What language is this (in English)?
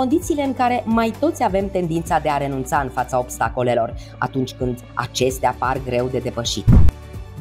Romanian